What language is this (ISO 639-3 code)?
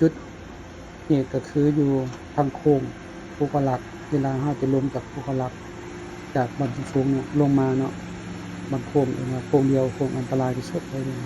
lao